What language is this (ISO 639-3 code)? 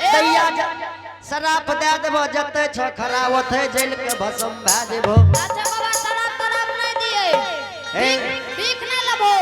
anp